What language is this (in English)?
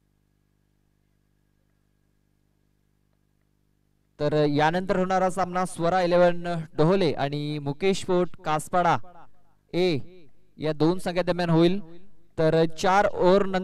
Marathi